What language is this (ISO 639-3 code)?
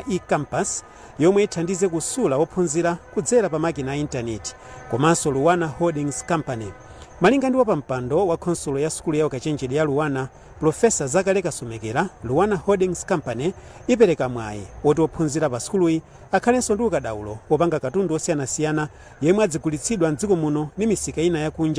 nya